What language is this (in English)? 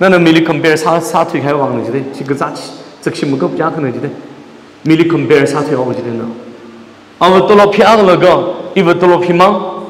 Tangkhul Naga (India)